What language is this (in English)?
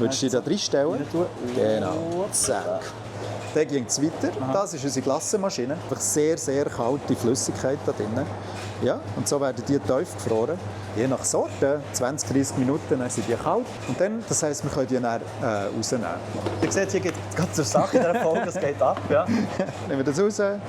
Swiss German